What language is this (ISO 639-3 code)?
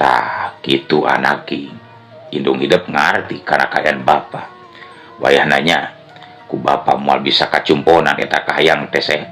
sun